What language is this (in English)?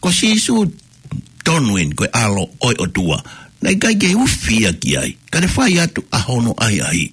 Tongan